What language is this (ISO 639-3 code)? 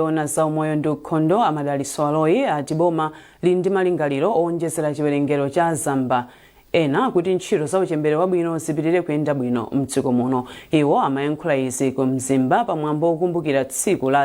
nya